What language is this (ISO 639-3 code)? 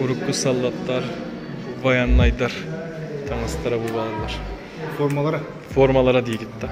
sah